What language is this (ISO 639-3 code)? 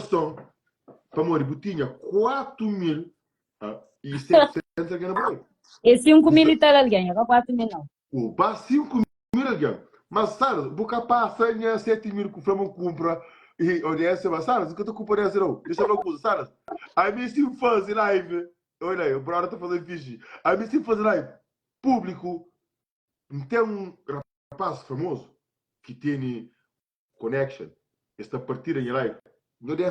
kea